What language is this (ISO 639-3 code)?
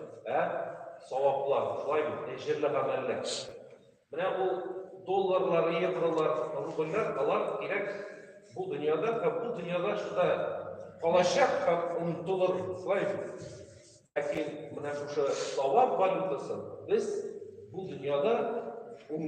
tat